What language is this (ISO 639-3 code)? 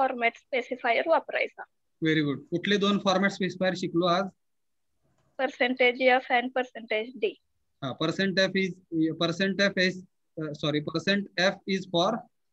mar